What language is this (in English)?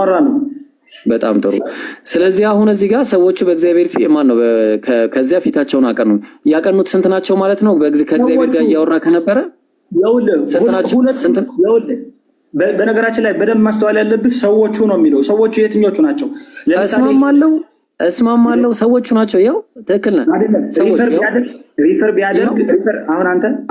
Amharic